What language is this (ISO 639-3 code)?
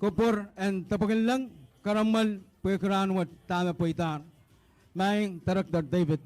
pon